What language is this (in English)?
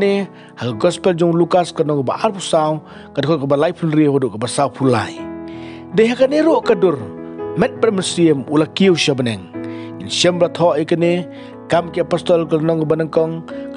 Khasi